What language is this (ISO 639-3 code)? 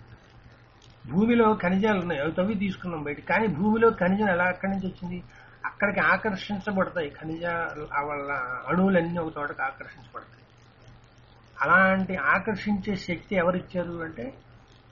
tel